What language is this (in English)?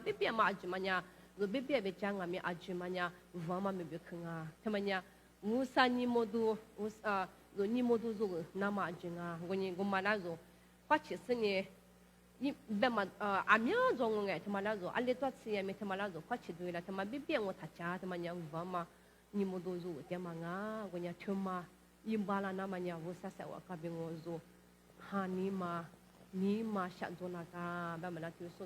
Lisu